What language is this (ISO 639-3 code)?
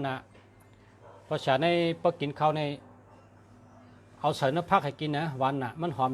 shn